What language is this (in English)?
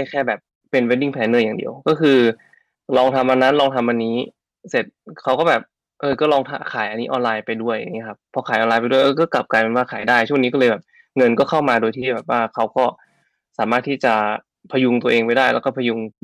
Thai